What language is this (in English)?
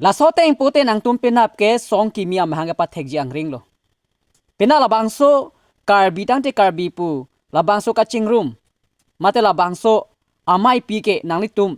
Karbi